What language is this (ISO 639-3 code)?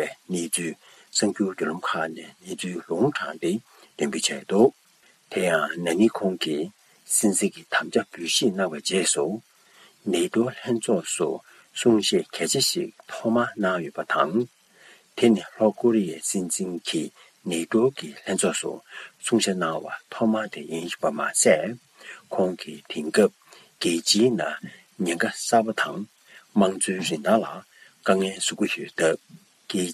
bod